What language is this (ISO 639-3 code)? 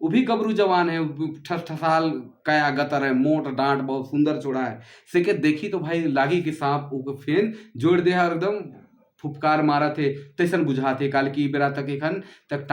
sck